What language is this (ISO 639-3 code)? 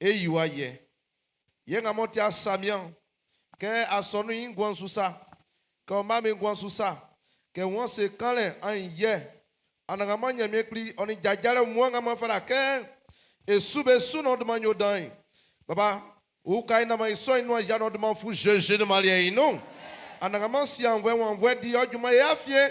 bci